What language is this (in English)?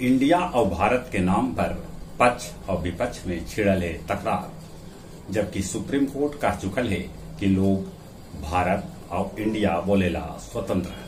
Magahi